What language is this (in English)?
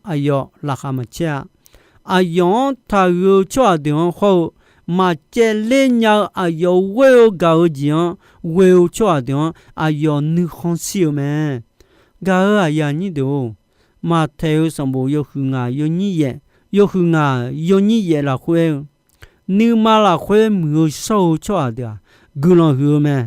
Akha